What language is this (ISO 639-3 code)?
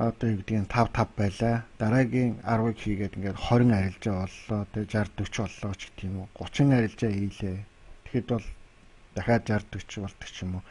mon